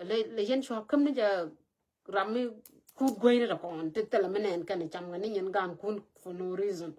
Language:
Nuer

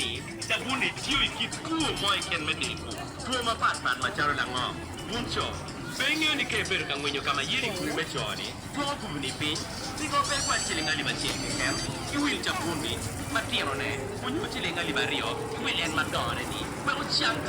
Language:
Acoli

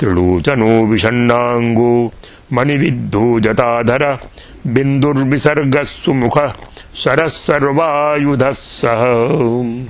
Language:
Sanskrit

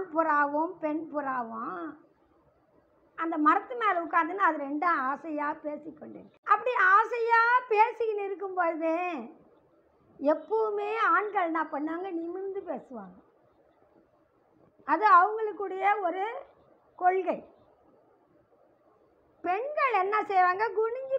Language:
Tamil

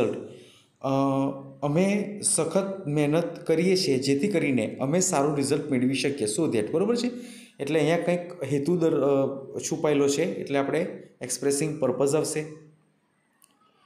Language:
Gujarati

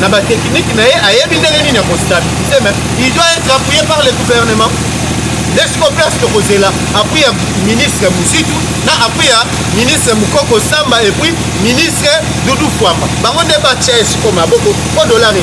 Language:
Lingala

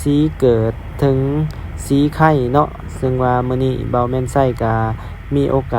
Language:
Lao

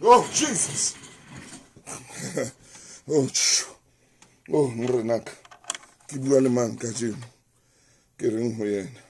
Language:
Southern Sotho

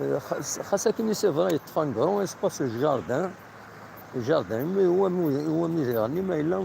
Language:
Kabyle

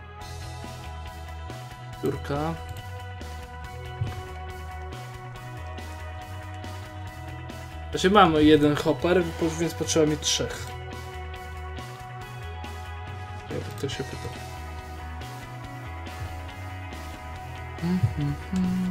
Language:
Polish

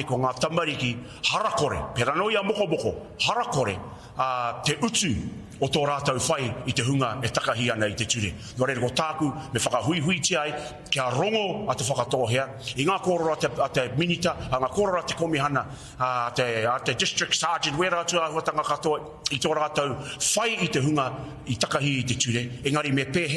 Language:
Māori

